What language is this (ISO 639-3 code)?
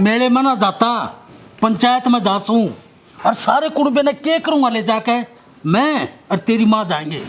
bgc